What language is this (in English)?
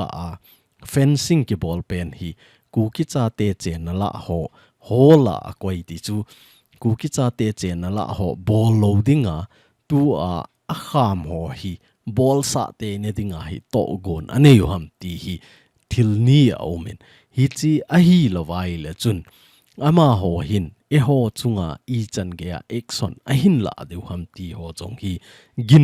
Thado Chin